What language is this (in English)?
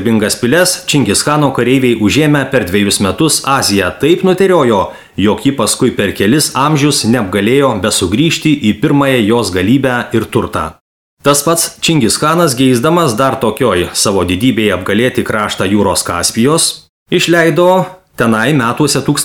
Lithuanian